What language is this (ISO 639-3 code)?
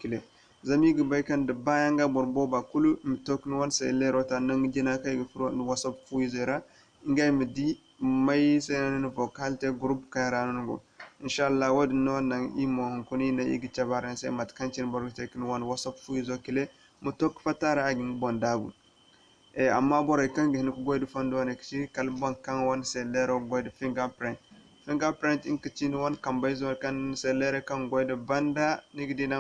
dje